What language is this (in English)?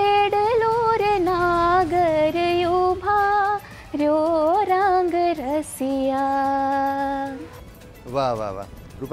Gujarati